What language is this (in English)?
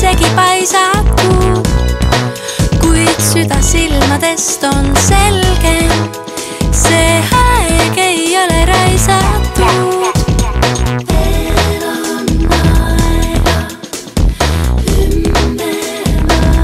Estonian